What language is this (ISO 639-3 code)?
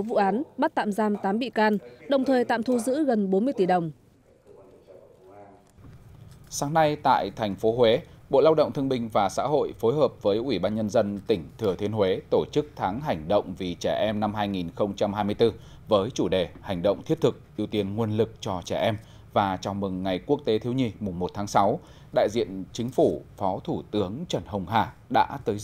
vie